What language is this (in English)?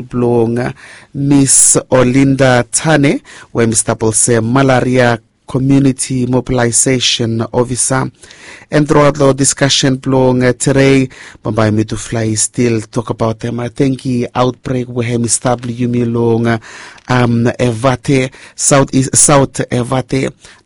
Bislama